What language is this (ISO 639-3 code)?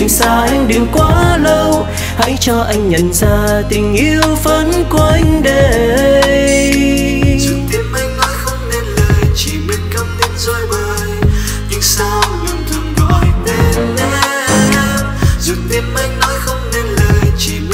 vie